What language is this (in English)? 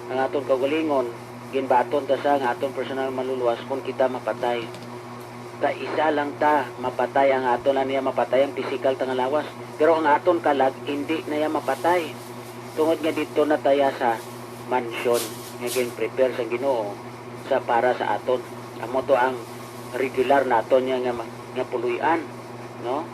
Hiligaynon